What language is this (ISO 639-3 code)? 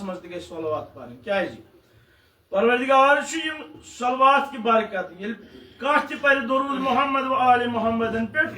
kas